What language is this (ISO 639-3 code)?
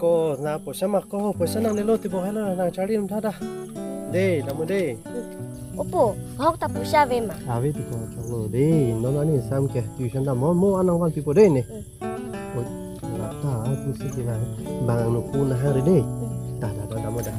mjw